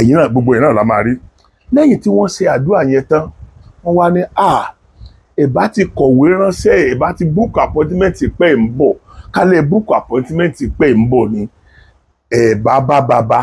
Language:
Yoruba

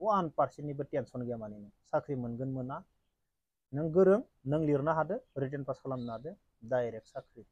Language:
Bodo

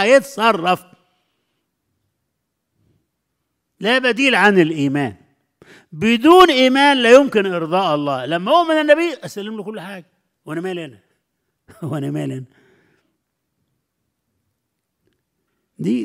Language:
Egyptian Arabic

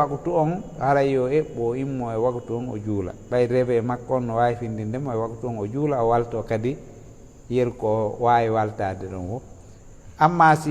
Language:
Fula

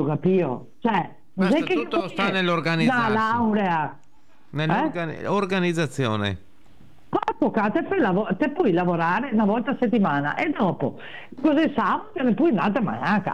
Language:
Italian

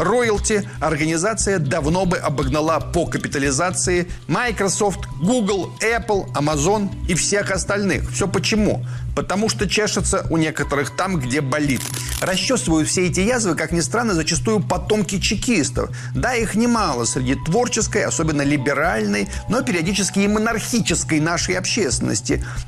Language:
Russian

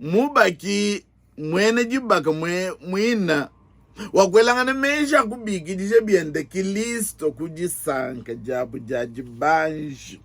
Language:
Luba-Lulua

